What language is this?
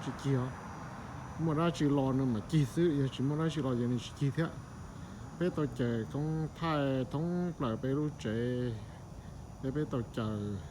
Hmong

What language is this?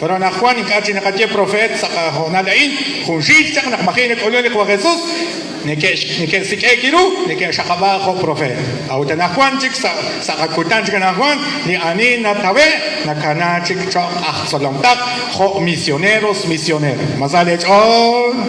Kekchí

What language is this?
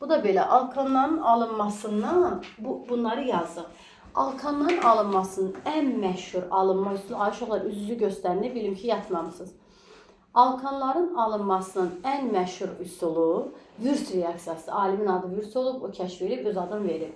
Azerbaijani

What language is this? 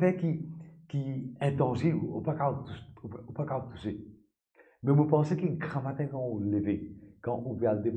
Morisyen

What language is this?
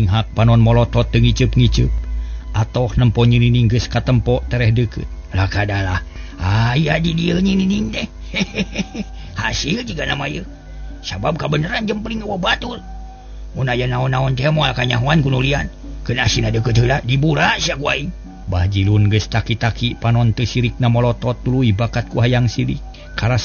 Sundanese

